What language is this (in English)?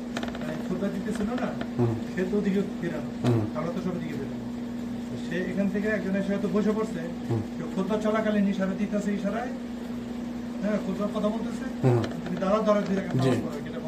Bangla